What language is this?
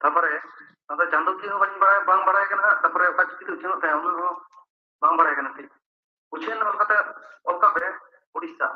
Santali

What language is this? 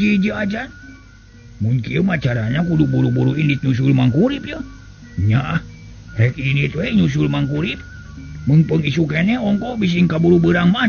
Sundanese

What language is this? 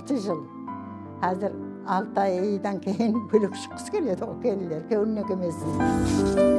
Kara-Kalpak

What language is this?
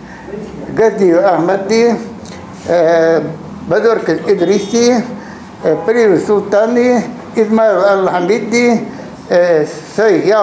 Ingush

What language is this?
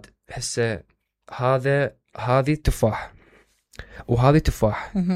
Mesopotamian Arabic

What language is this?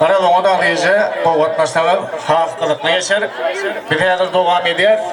Turkmen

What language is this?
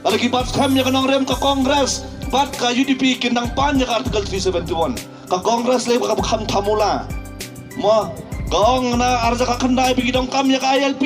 Khasi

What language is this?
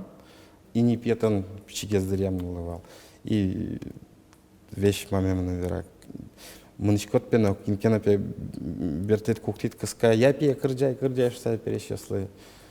Udmurt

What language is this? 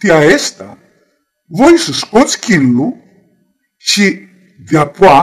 Aromanian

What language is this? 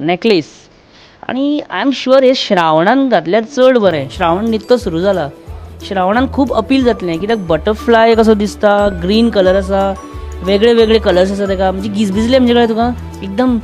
Konkani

